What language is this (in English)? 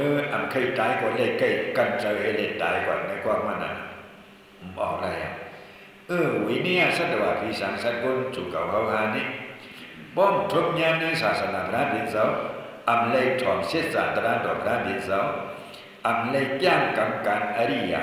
Shan